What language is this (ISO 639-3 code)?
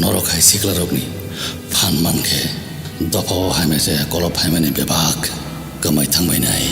trp